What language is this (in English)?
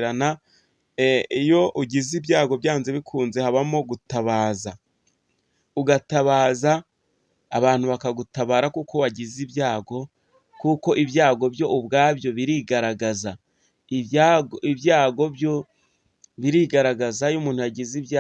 Kinyarwanda